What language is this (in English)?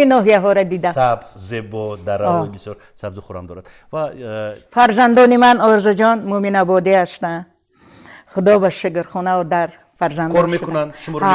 Tajik